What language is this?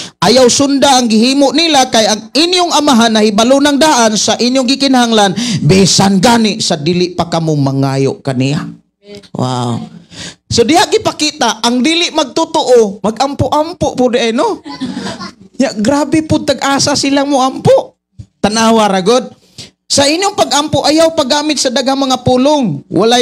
Cebuano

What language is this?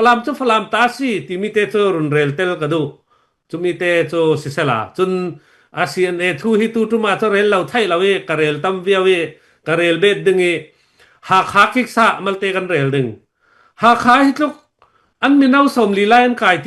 Falam Chin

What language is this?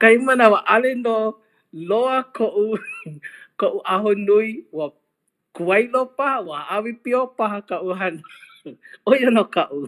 Hawaiian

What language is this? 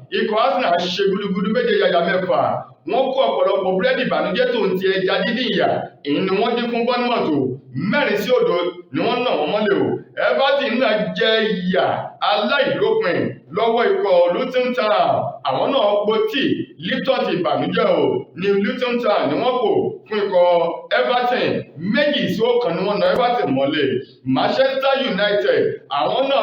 Yoruba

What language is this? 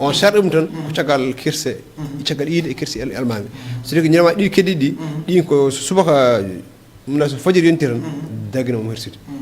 Fula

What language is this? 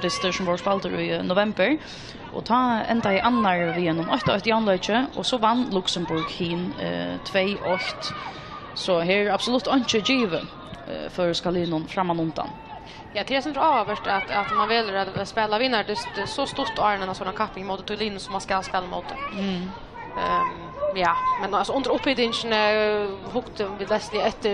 Faroese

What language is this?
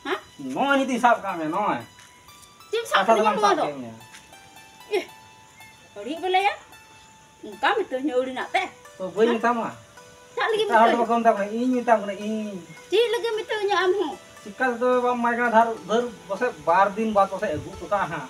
Santali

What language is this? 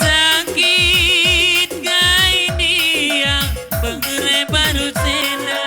Batak Karo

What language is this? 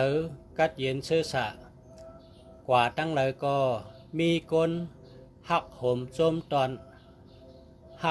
Shan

